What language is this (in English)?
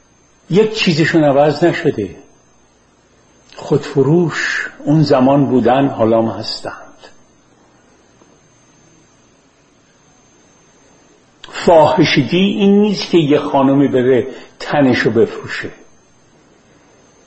Persian